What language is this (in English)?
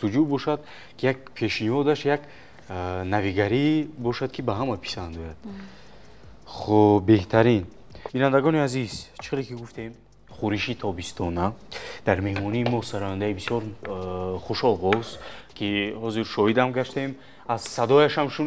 Tajik